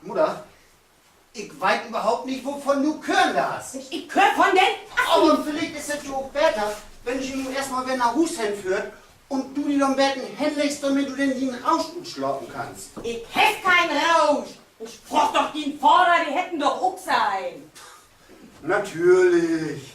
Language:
Low German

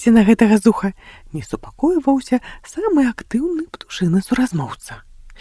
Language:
Belarusian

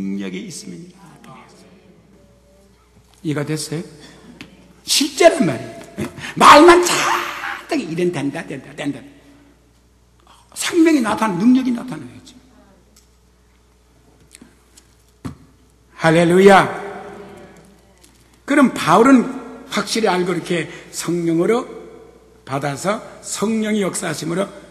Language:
Korean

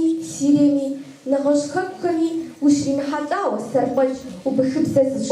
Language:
Kabardian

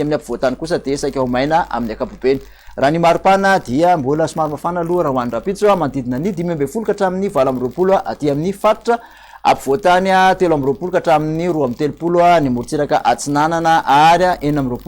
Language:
Malagasy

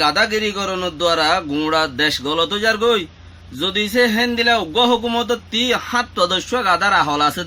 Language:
Rohingya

